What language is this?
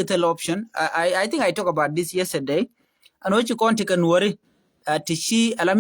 Nuer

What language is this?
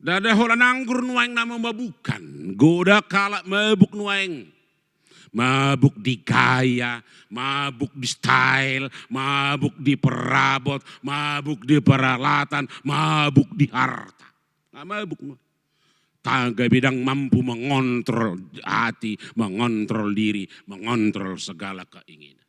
Batak Toba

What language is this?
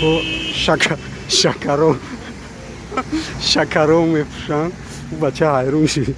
Tajik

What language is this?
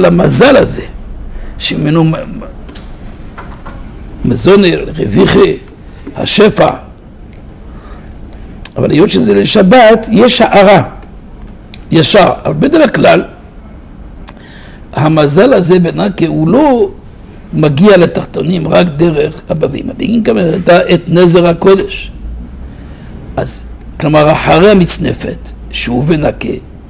Hebrew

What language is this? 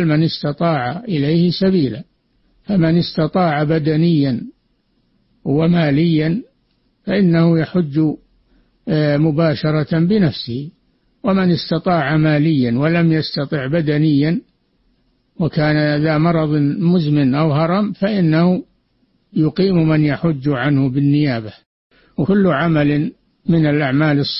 Arabic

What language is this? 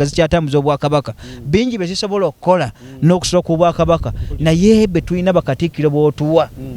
Ganda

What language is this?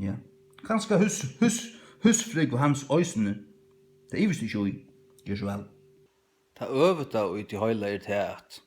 Faroese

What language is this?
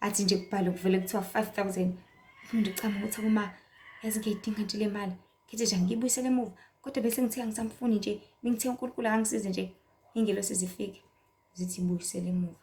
Zulu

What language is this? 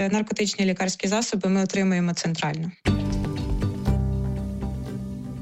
Ukrainian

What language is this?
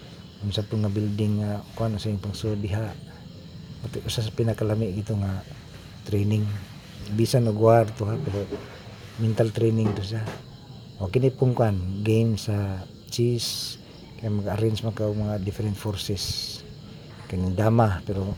Cebuano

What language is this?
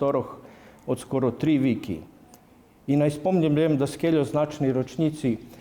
Rusyn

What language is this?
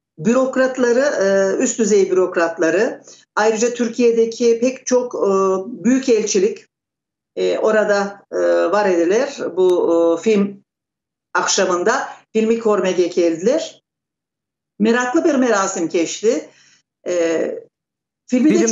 Crimean Tatar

